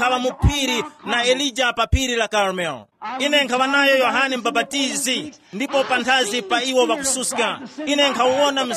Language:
Tumbuka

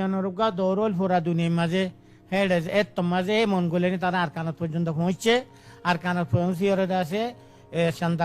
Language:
Rohingya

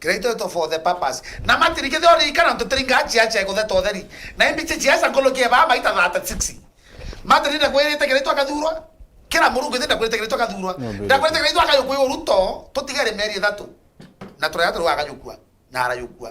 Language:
Meru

